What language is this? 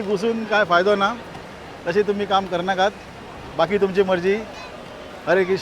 Konkani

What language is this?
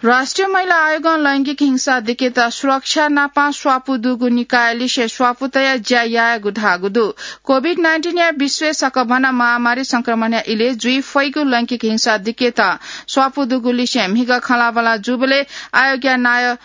Newari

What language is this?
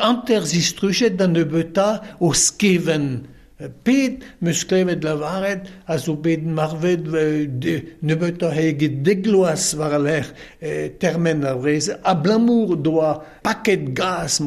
Breton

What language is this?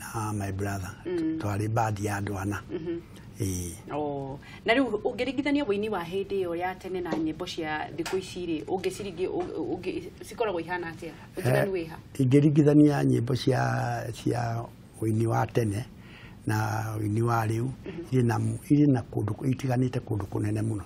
Kikuyu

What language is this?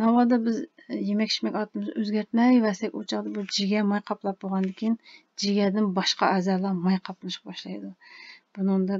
Uyghur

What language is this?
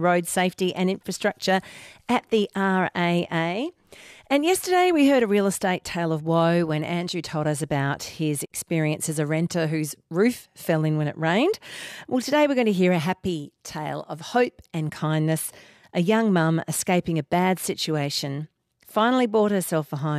English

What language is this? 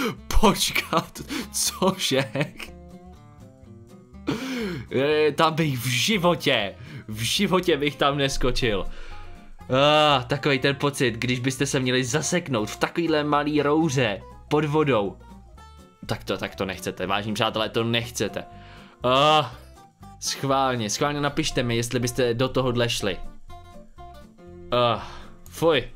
Czech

